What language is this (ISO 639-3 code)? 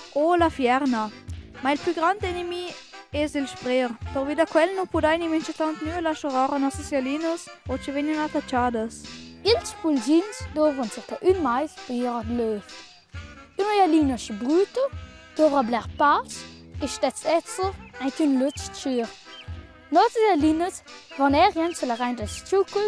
roh